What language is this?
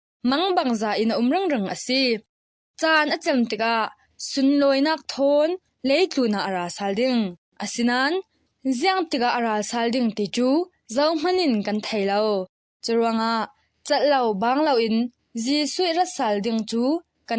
Falam Chin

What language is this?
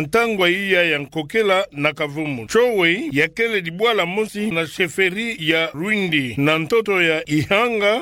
Kituba (Democratic Republic of Congo)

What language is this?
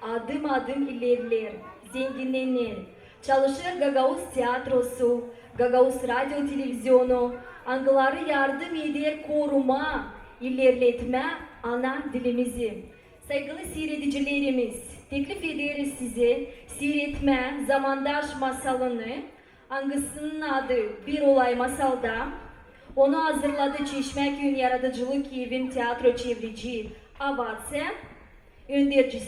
Gagauz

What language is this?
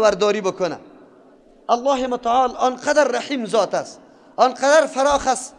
Persian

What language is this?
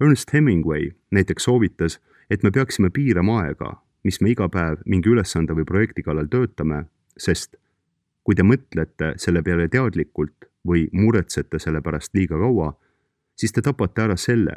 Estonian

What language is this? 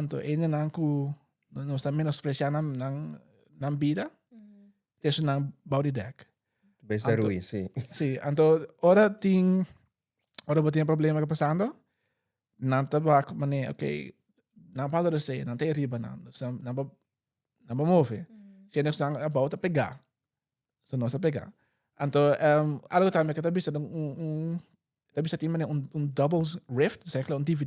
Papiamento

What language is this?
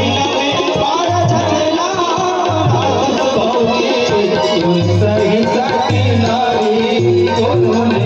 Chhattisgarhi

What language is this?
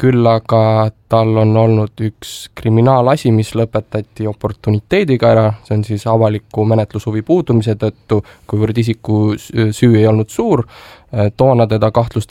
Estonian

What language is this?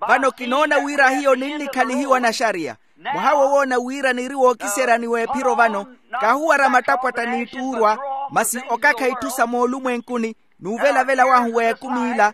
Makhuwa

